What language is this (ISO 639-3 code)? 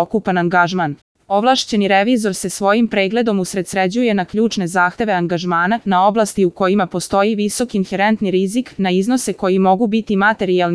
srp